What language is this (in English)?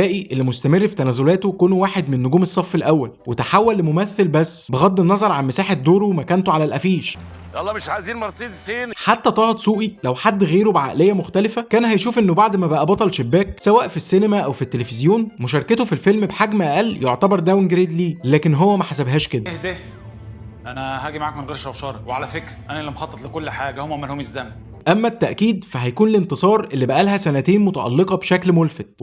Egyptian Arabic